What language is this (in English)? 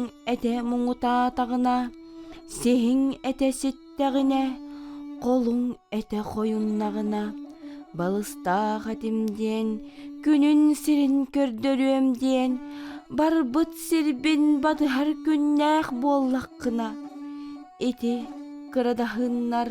Yakut